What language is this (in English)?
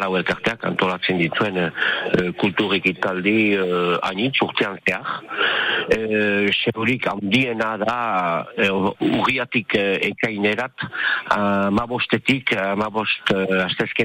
Basque